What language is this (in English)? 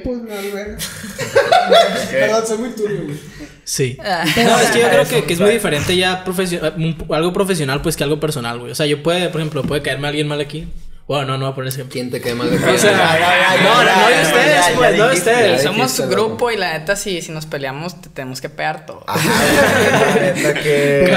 Spanish